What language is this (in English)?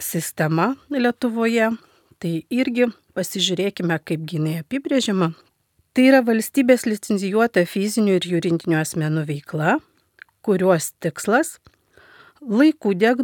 Lithuanian